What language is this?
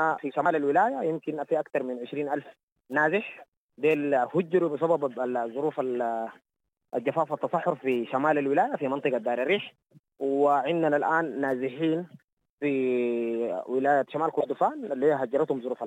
Sudanese Arabic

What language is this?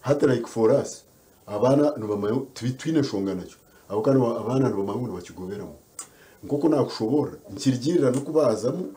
Nyankole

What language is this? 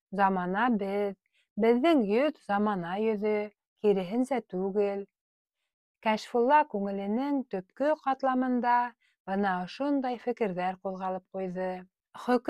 Bashkir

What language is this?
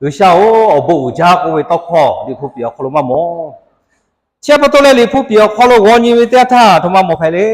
Lahu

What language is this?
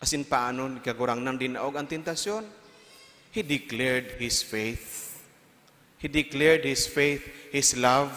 Bikol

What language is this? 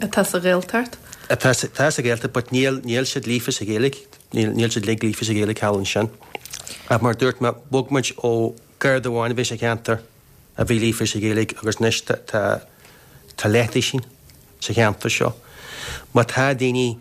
Irish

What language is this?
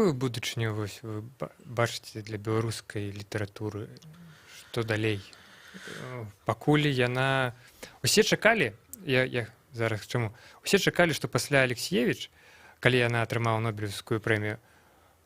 Belarusian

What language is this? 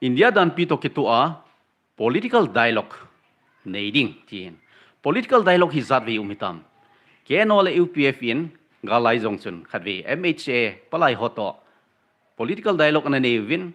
Thado Chin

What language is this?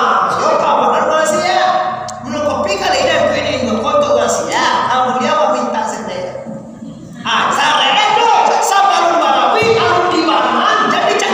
Minangkabau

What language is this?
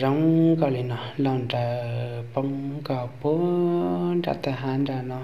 Hmong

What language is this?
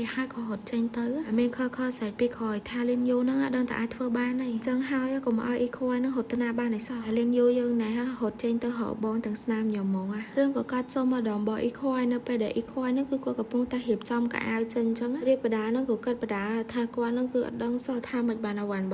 Khmer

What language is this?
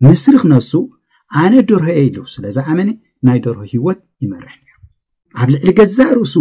Tigrinya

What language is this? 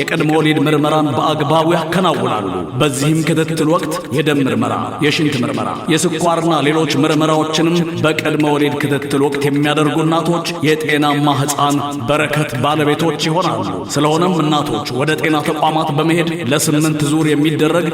Amharic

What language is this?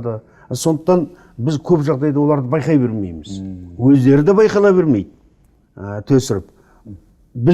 Kazakh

